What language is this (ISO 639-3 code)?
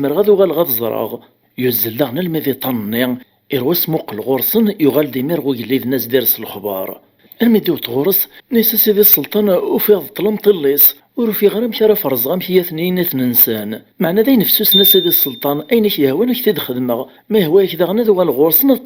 kab